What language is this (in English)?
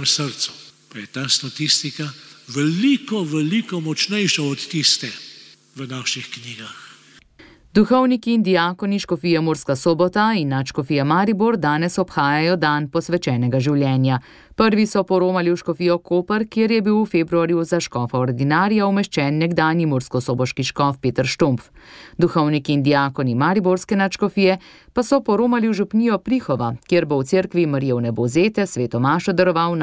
Slovenian